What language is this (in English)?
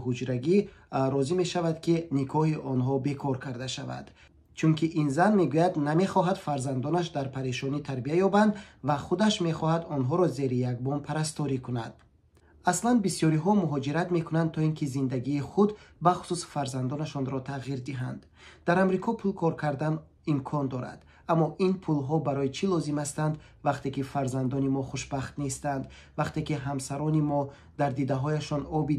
Tajik